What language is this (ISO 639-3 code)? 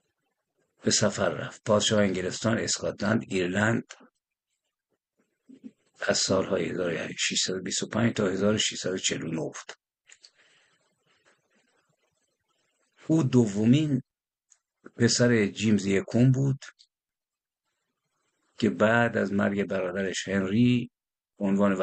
fas